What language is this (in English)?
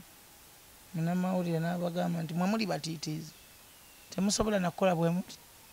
Ganda